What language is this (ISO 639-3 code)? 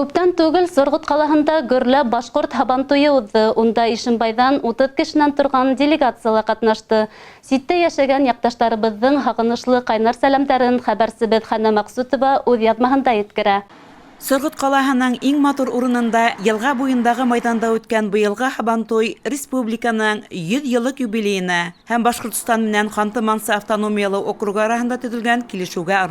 bak